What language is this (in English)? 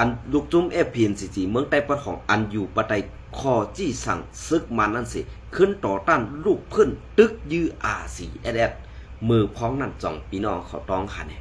Shan